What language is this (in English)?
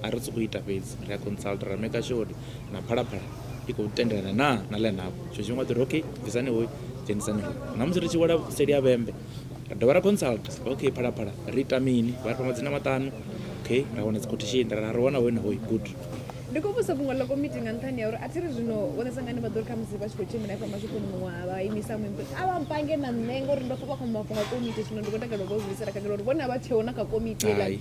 Venda